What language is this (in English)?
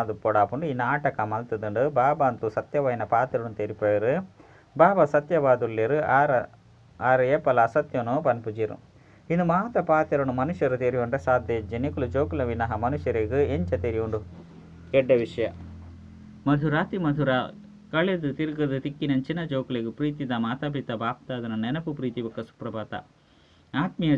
Tulu